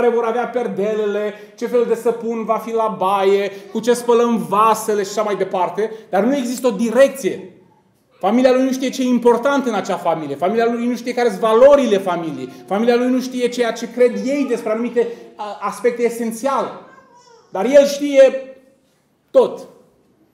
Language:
Romanian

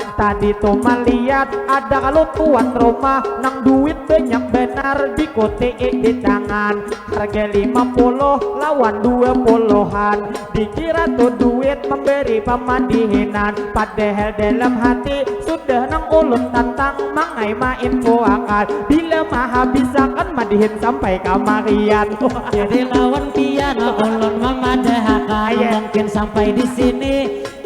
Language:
Banjar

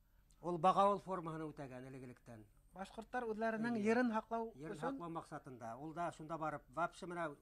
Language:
Bashkir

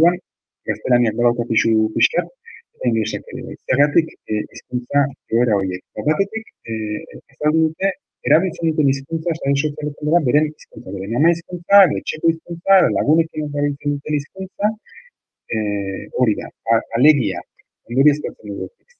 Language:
Basque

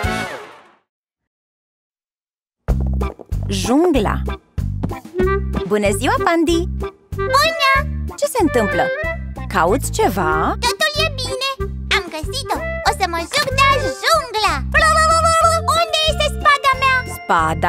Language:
Romanian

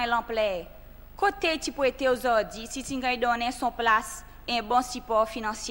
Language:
Seselwa Creole French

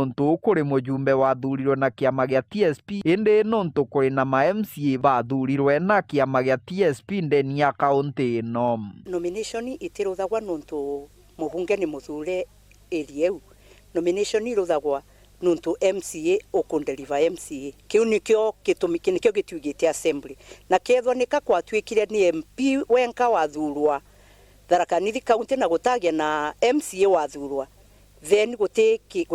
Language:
Meru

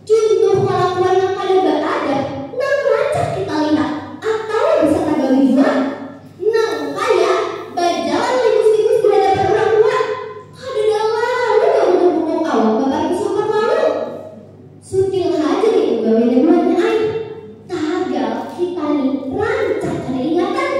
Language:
Banjar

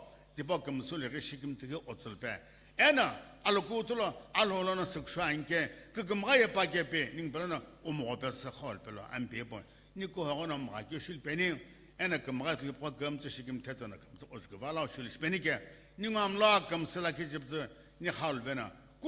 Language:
Sumi Naga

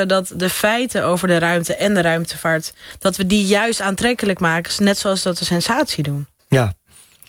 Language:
Dutch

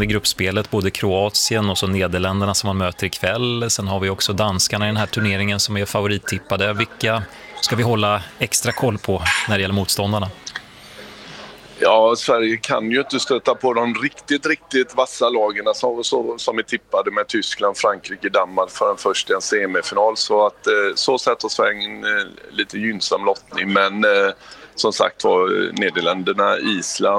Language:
Swedish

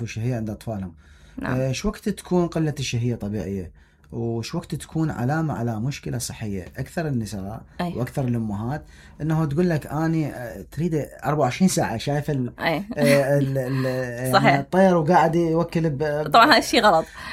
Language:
Mesopotamian Arabic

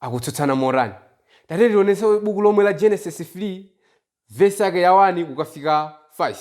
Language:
Nyanja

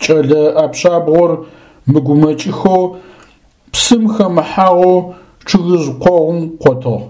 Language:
Adyghe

